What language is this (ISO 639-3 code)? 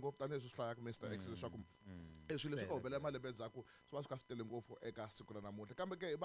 tso